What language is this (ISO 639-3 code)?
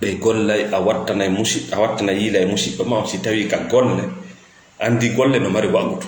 ful